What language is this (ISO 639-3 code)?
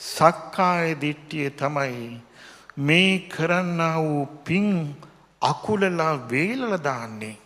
sin